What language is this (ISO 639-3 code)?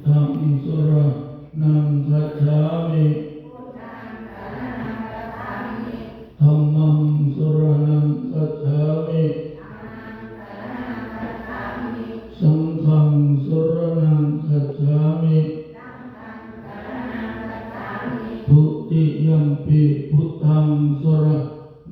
pli